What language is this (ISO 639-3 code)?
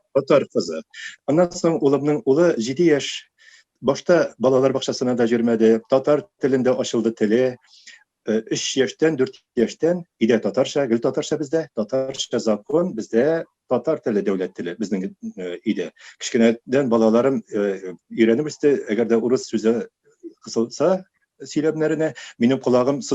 tat